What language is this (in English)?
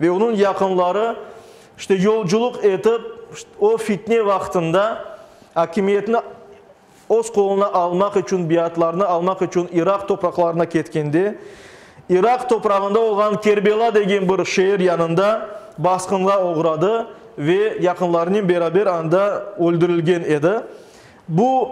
Crimean Tatar